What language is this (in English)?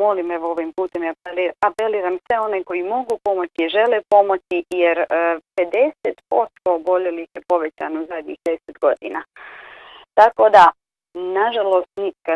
Croatian